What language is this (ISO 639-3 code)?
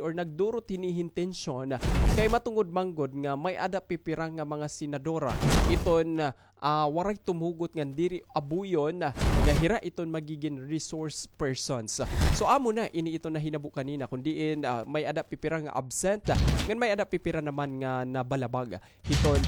war